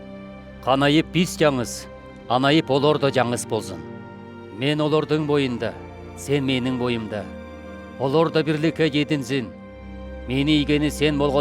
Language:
Southern Altai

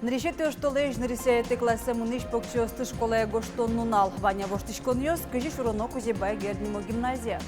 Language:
Udmurt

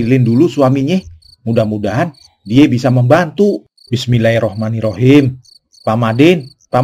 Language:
Betawi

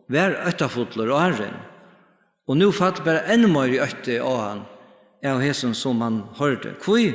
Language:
Faroese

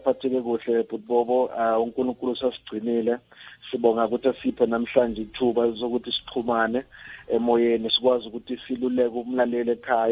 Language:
South Ndebele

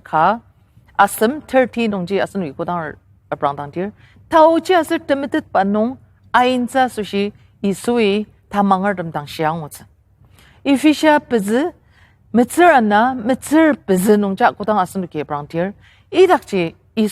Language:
Ao Naga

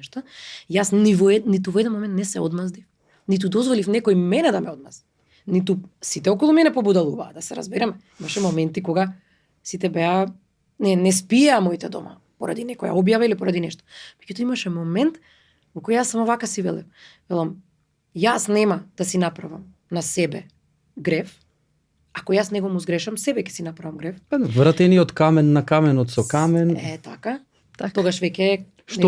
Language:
Macedonian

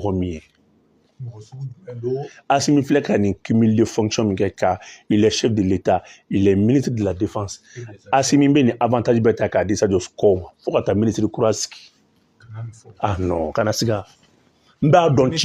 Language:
Bambara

